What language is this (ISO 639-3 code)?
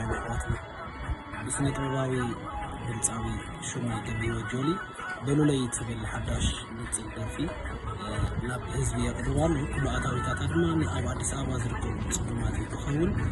tir